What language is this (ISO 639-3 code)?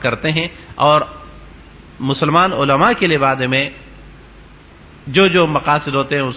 urd